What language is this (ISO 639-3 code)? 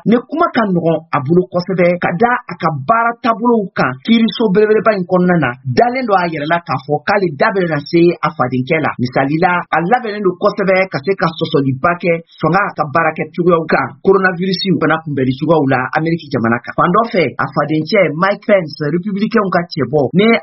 bam